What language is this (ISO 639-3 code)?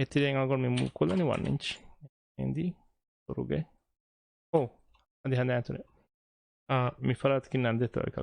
div